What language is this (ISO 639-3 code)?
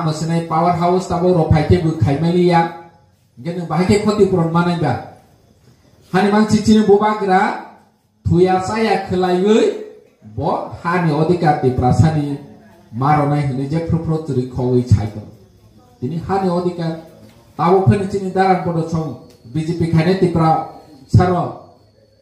trp